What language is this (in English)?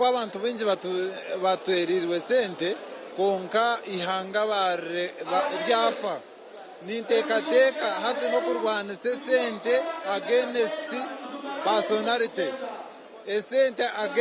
Nyankole